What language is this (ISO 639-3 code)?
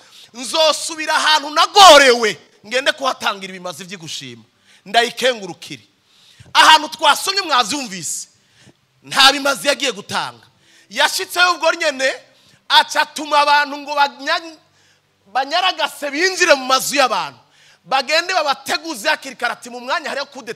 run